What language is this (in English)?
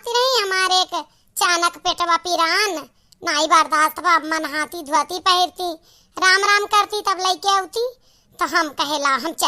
Awadhi